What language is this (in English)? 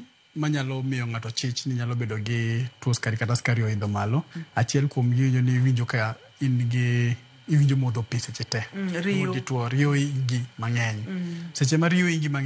Luo (Kenya and Tanzania)